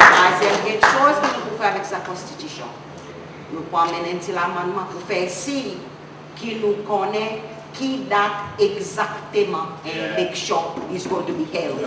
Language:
Seselwa Creole French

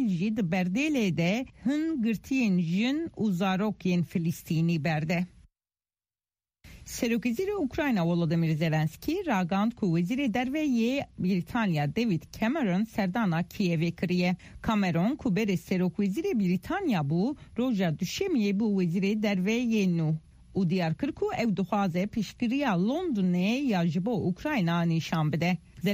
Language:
Kurdish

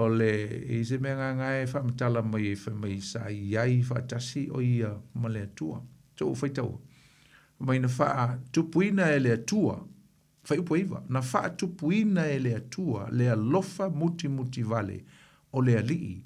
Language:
Samoan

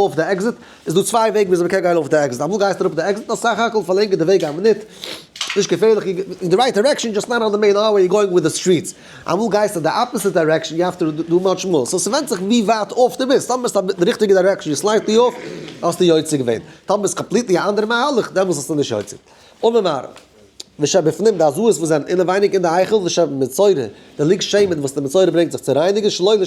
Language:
Yiddish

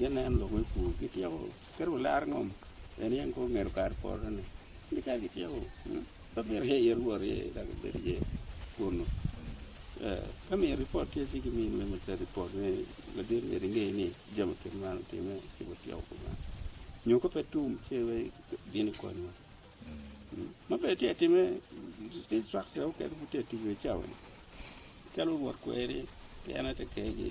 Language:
Acoli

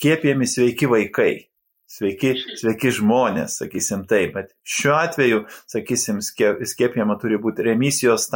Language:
Lithuanian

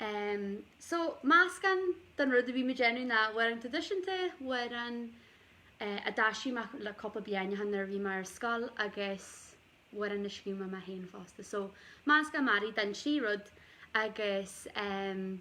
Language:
Irish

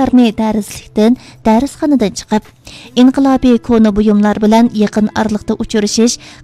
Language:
Uyghur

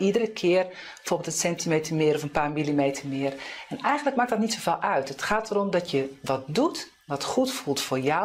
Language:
Dutch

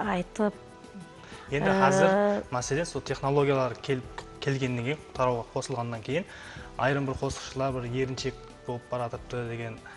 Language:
Kara-Kalpak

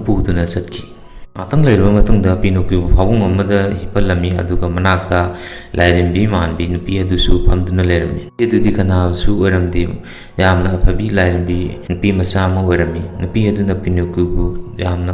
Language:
Manipuri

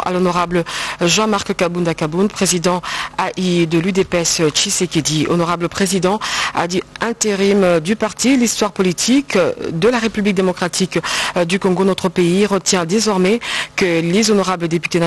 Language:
French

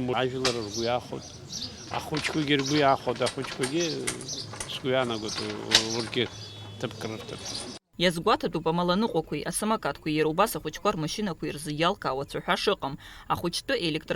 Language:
Abkhazian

